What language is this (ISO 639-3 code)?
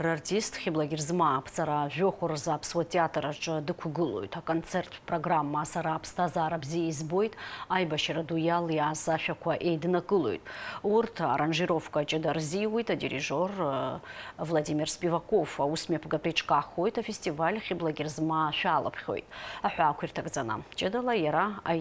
abk